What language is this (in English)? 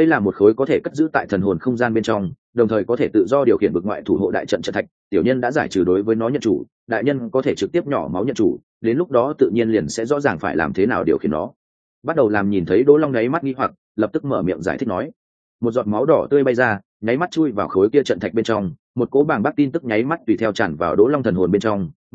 Vietnamese